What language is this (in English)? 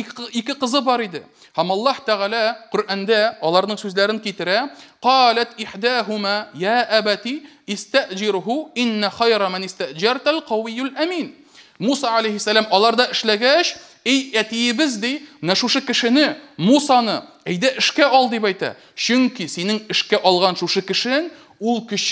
Tatar